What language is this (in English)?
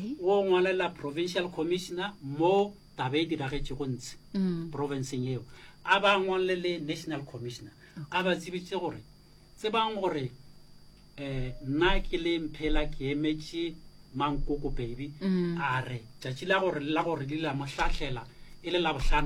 Northern Sotho